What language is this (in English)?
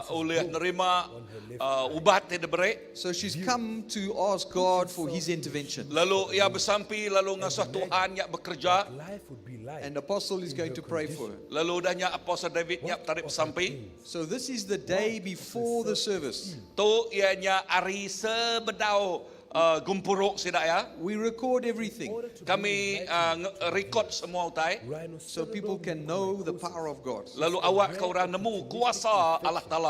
Iban